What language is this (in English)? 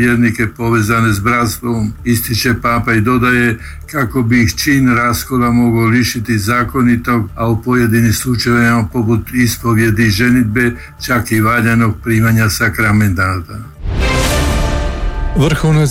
Croatian